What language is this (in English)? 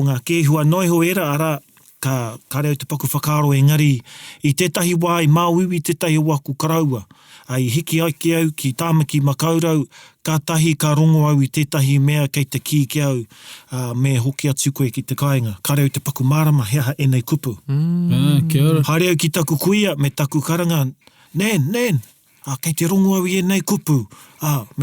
Māori